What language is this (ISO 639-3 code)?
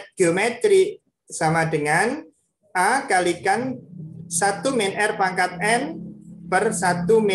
ind